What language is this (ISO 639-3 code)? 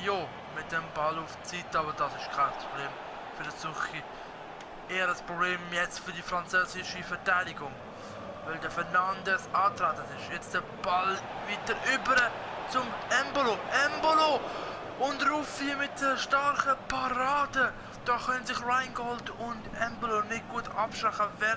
gsw